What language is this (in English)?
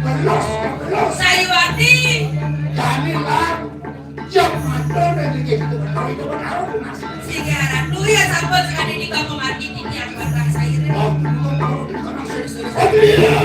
Balinese